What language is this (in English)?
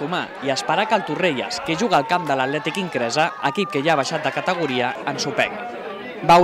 Catalan